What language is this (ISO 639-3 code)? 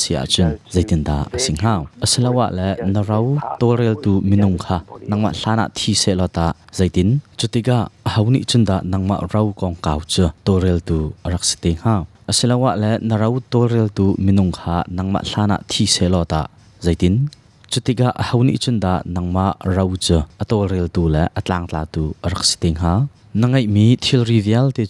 cnh